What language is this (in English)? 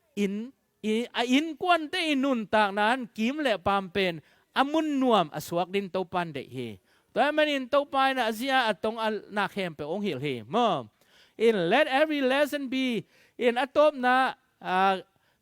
Tedim Chin